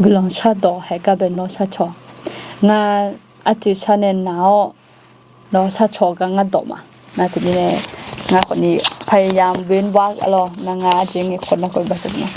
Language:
Akha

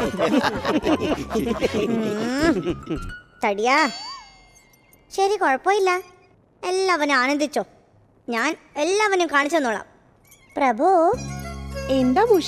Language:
Malayalam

